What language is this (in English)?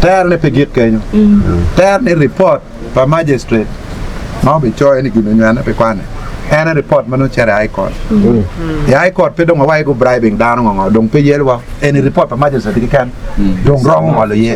Acoli